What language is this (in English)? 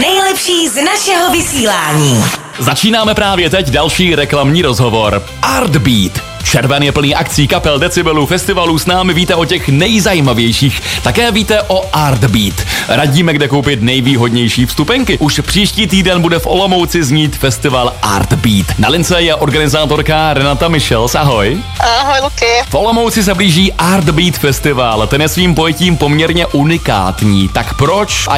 Czech